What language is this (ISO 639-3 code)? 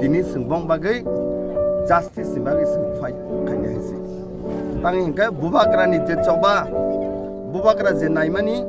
trp